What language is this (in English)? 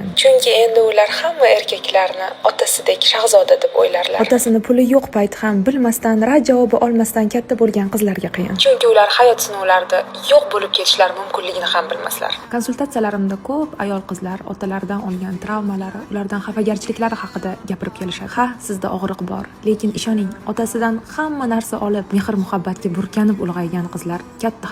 Uzbek